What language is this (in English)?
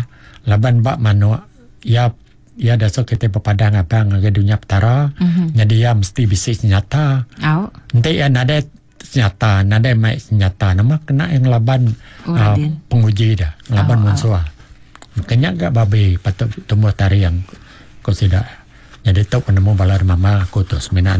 Iban